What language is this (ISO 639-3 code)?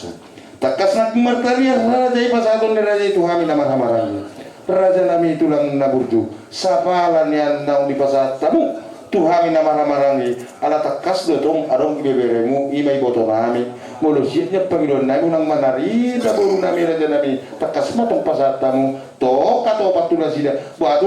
bbc